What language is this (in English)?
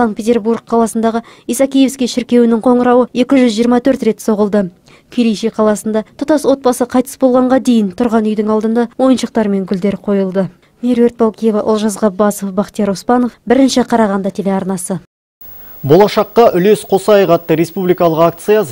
Kazakh